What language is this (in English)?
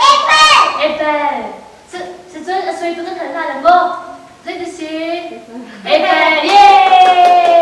Hakha Chin